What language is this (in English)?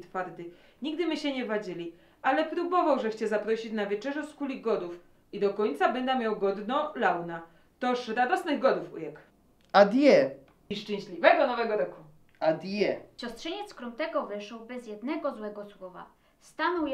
Silesian